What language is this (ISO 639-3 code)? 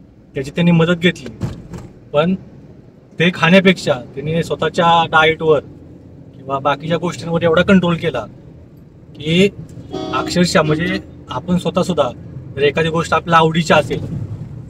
mar